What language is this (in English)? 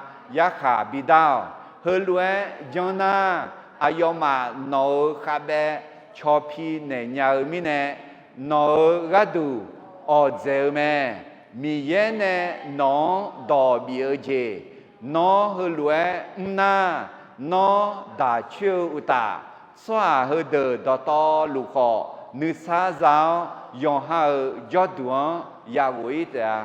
Akha